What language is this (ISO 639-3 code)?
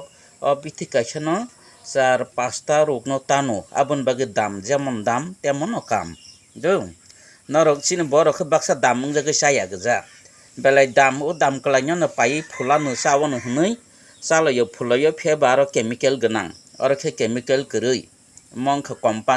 trp